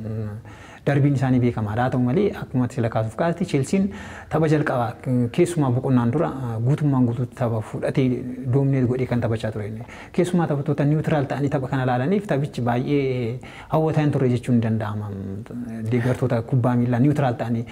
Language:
Oromo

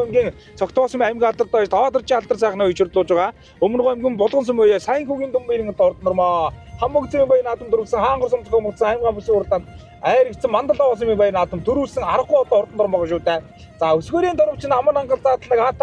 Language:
Mongolian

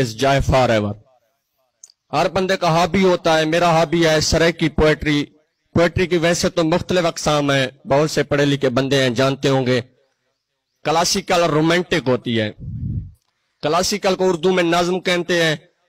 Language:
Urdu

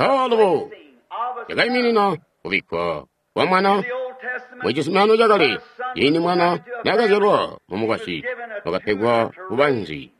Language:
Tonga (Zambia)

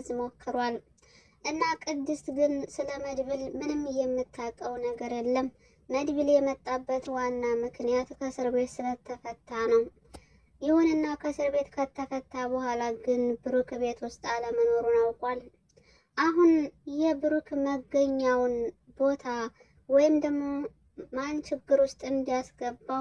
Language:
Amharic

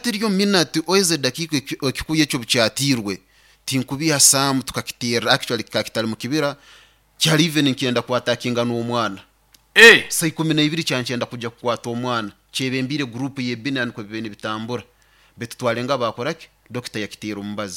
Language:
Nyoro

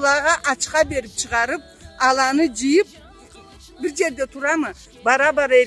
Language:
Karachay-Balkar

